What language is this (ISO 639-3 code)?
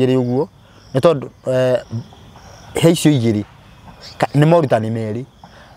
kik